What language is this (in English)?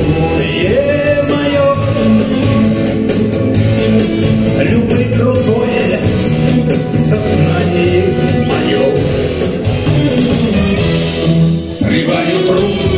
Russian